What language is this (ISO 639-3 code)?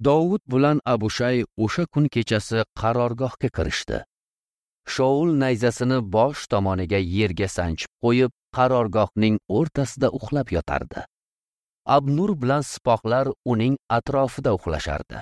uzb